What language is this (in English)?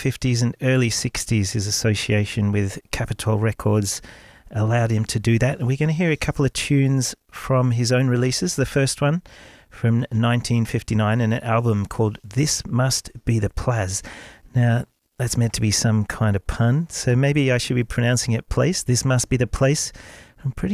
English